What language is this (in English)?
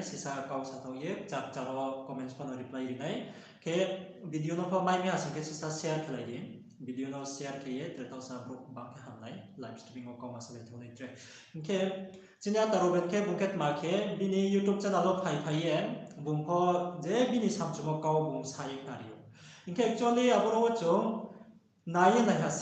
Riang (India)